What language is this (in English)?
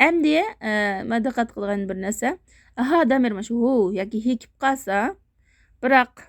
Uyghur